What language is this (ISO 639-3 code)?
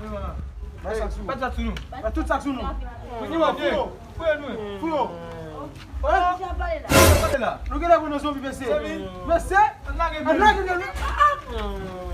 hat